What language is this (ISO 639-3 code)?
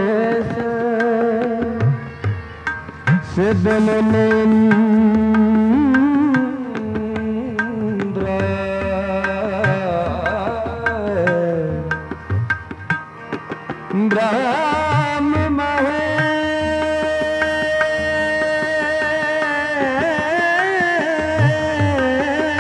pan